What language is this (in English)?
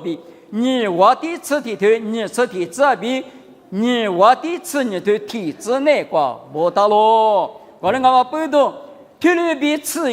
Lisu